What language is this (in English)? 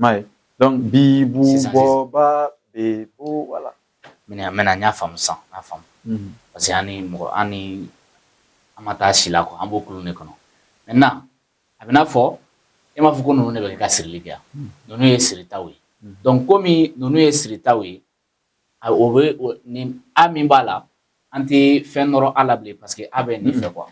Bambara